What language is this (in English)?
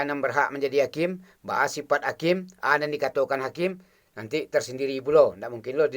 Minangkabau